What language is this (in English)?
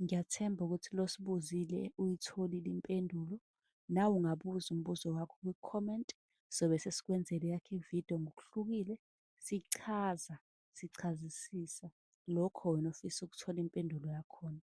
Zulu